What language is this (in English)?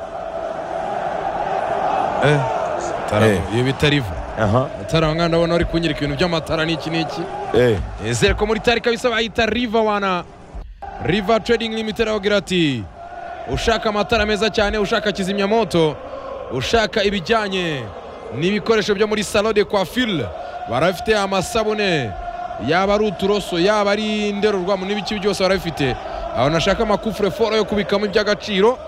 Kinyarwanda